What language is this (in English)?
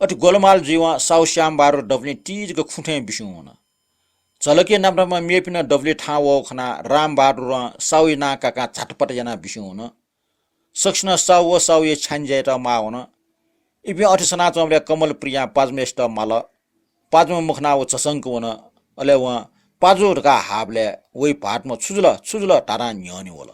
Newari